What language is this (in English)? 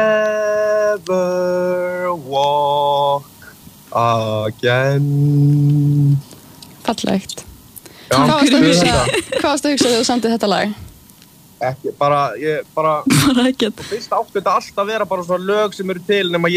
Icelandic